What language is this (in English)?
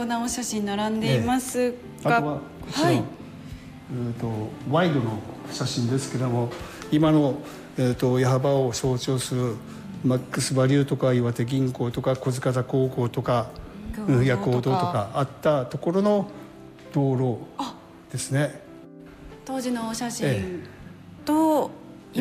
Japanese